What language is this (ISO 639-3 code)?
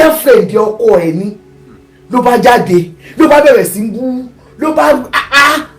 yor